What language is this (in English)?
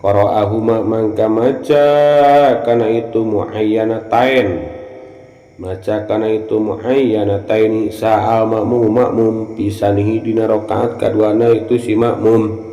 Sundanese